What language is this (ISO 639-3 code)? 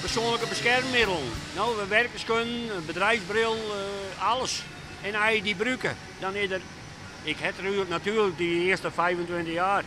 fry